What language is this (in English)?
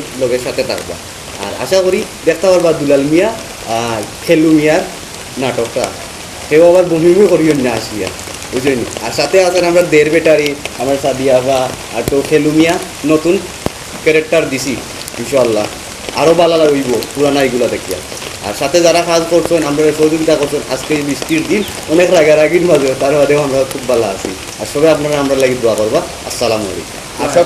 Sylheti